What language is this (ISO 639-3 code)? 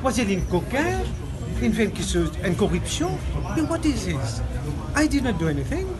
mfe